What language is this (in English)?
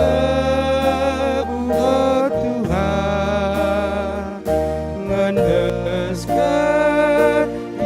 Batak Karo